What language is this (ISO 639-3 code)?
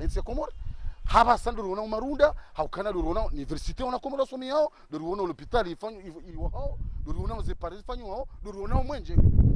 zdj